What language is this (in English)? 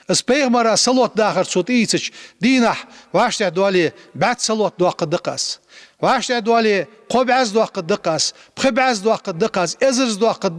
Ingush